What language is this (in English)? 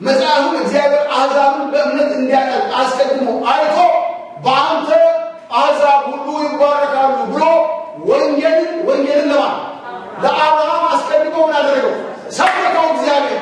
Amharic